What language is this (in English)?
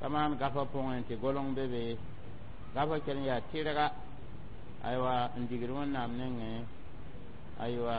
Mossi